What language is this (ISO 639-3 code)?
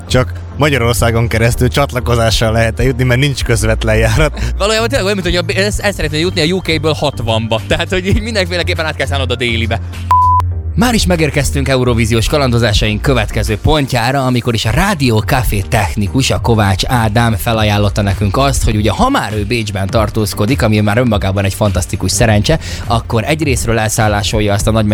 hun